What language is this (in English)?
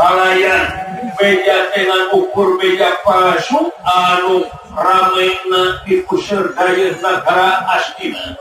Sundanese